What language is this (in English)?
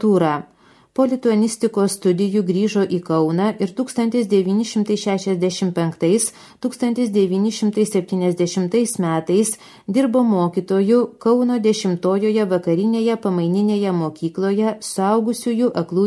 Lithuanian